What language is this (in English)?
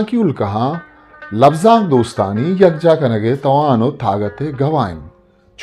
Eastern Balochi